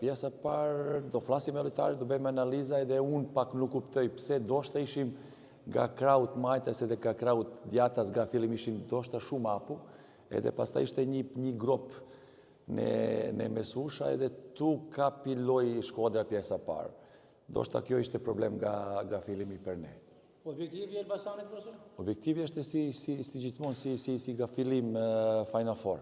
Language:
Albanian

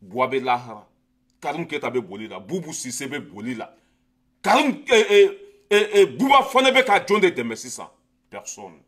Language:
Bambara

